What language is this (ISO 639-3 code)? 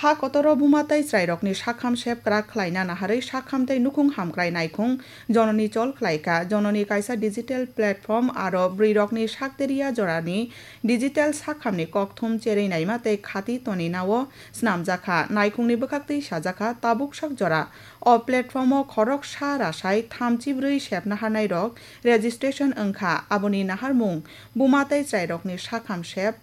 trp